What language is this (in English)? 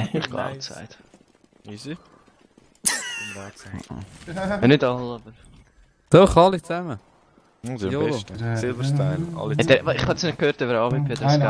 Swiss German